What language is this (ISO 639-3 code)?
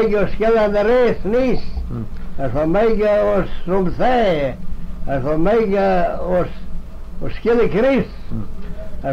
glv